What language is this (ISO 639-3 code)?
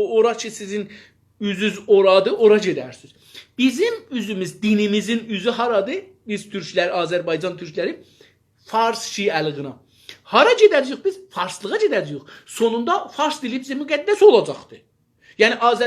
azb